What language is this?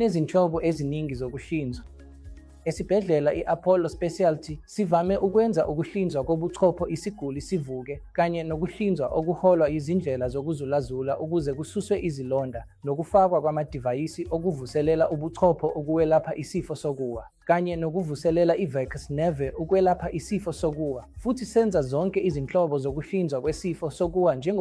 Zulu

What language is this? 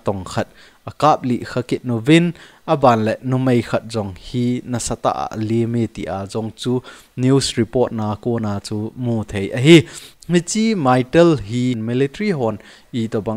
Thado Chin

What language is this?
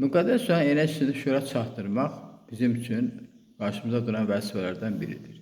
Azerbaijani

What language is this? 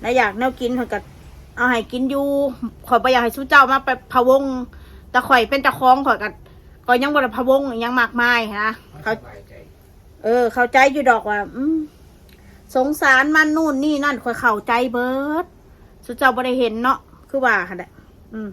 Northeastern Thai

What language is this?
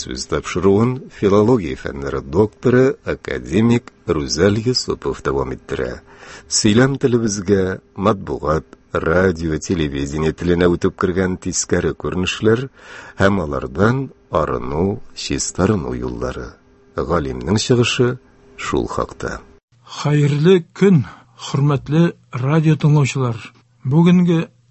Tatar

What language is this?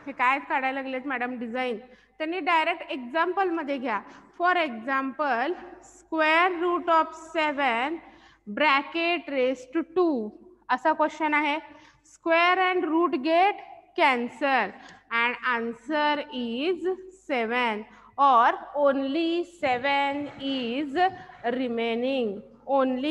Marathi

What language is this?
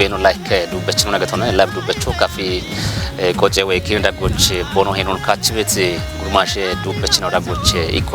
Kafa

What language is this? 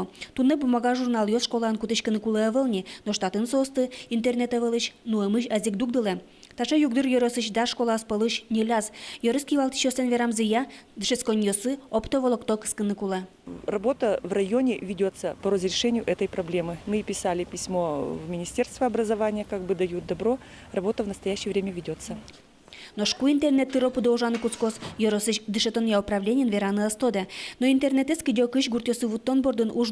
Udmurt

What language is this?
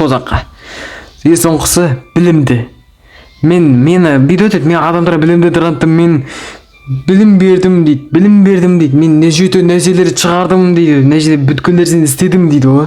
Kazakh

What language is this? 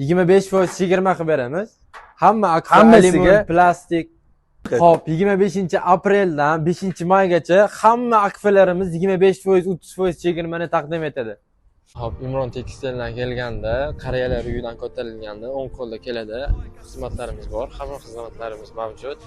Uzbek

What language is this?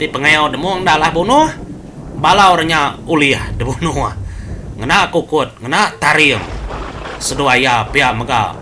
Iban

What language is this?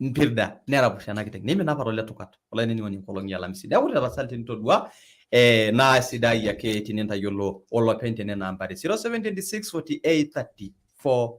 Masai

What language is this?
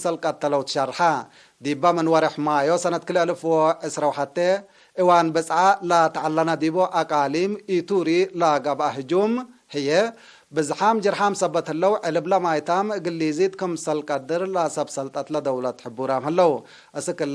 Tigre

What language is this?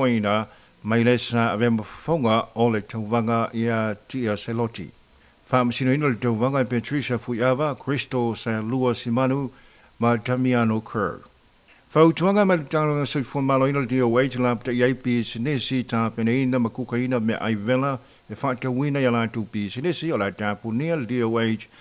Samoan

